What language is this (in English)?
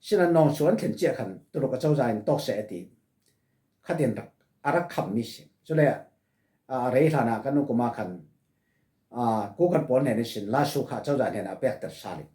Falam Chin